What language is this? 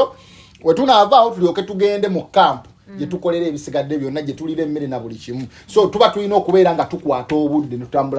Ganda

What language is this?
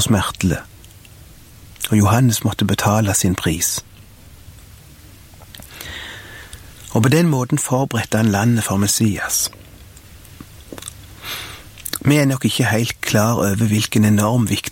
Norwegian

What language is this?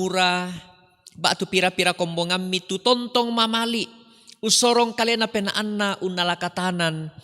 Toraja-Sa'dan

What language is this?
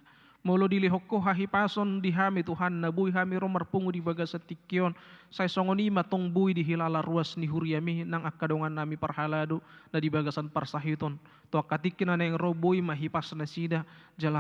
Batak Toba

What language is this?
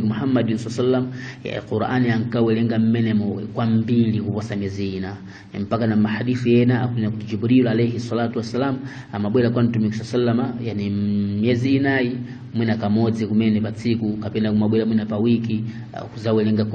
Nyanja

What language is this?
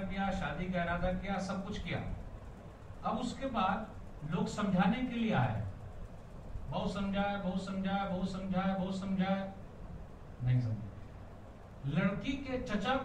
Urdu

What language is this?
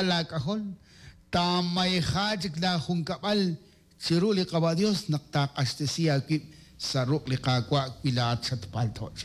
Kekchí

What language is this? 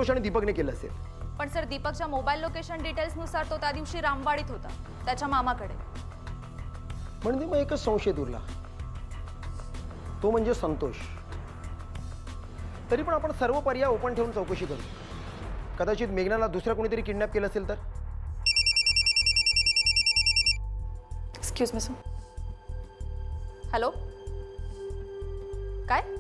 Marathi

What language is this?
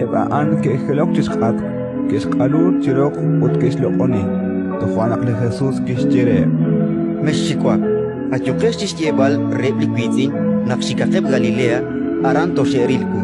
Kekchí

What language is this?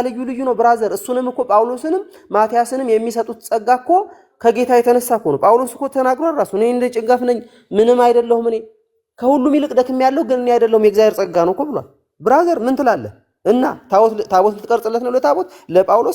Amharic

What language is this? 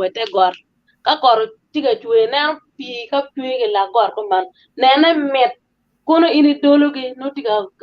Acoli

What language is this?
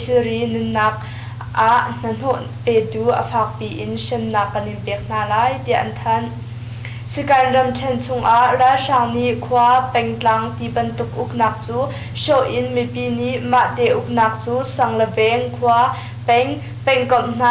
Hakha Chin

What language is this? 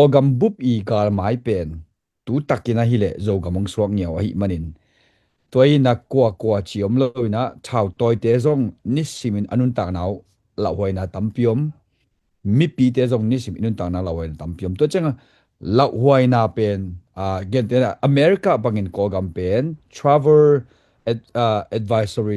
Tedim Chin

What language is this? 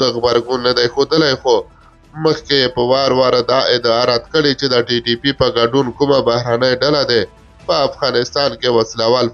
Pashto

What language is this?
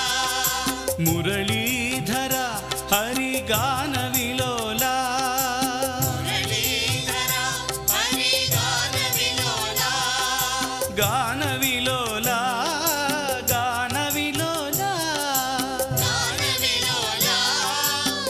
Kannada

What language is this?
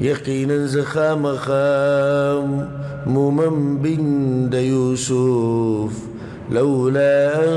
Pashto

